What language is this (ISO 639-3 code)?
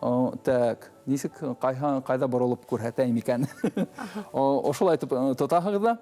bak